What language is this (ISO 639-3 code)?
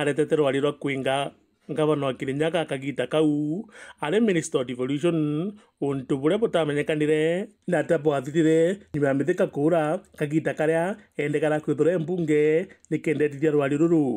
mer